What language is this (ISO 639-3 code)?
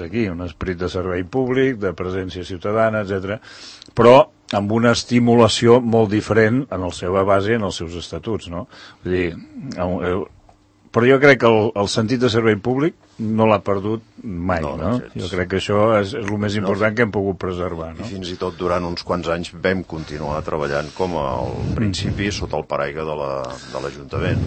cat